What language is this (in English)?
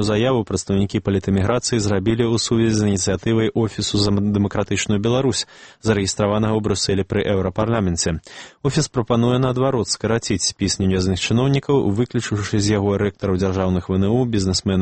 Belarusian